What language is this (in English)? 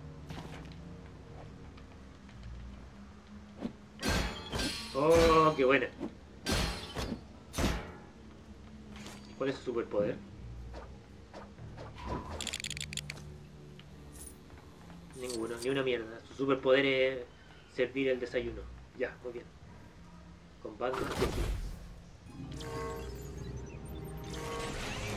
Spanish